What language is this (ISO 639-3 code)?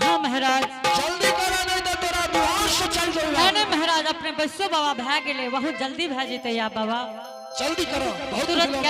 anp